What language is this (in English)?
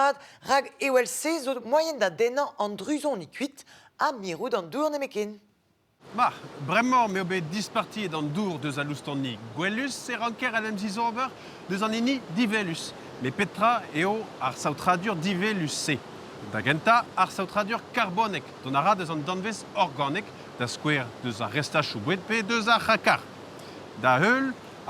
Breton